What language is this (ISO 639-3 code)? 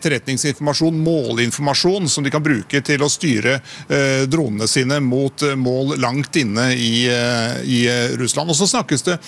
nor